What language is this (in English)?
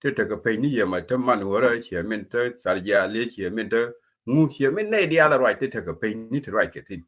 Nuer